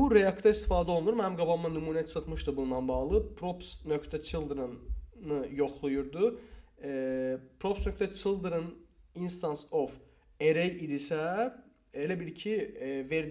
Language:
Azerbaijani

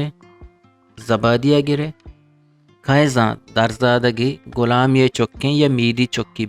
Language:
Eastern Balochi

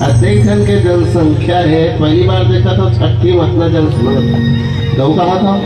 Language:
Chhattisgarhi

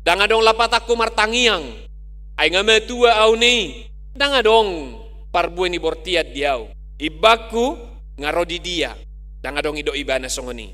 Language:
Batak Toba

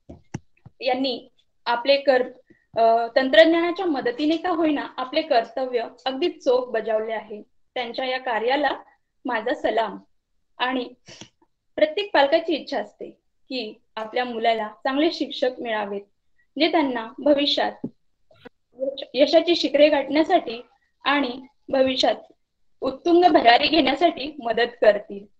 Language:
Marathi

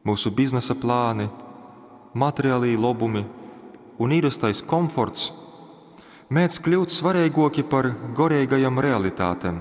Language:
Latgalian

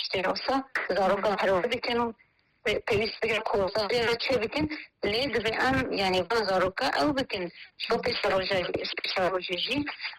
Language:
Kurdish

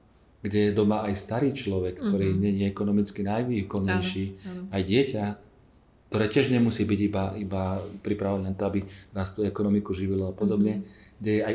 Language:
Slovak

